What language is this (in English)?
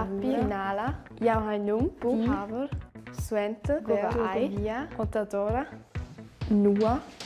Romansh